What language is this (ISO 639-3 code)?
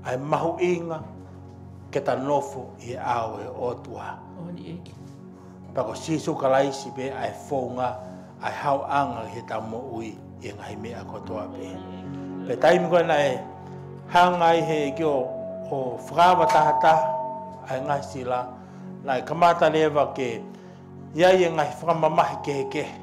ton